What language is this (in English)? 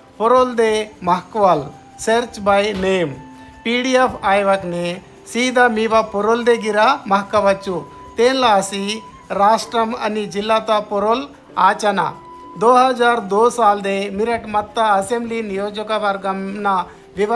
Gondi